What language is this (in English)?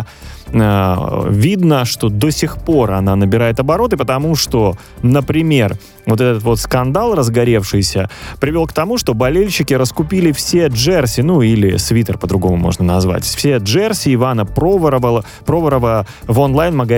Russian